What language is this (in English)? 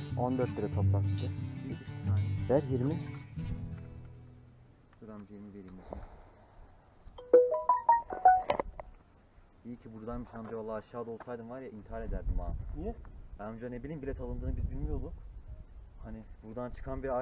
Turkish